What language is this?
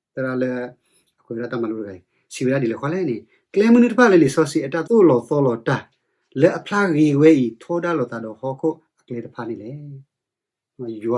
S'gaw Karen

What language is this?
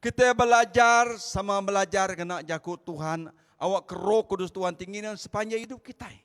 Iban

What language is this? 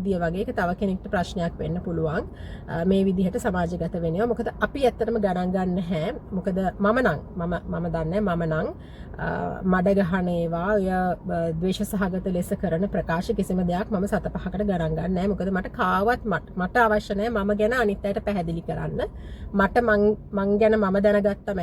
Sinhala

